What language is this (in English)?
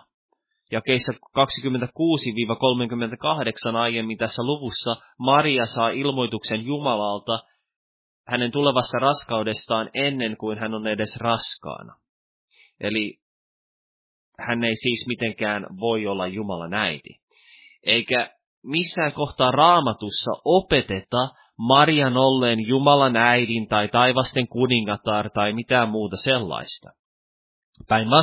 Finnish